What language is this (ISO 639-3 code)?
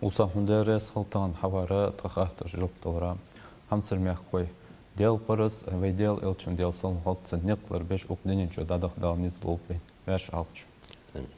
inh